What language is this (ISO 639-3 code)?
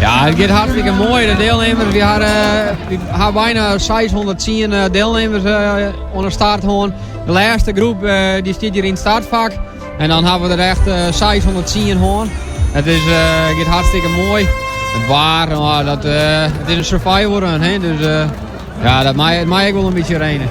fry